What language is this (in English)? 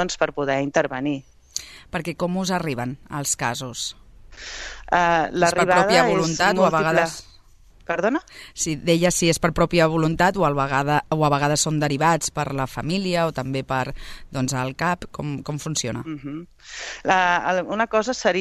Catalan